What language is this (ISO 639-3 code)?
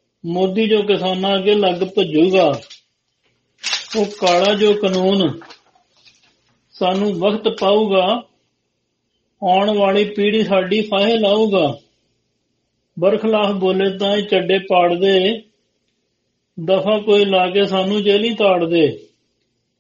pan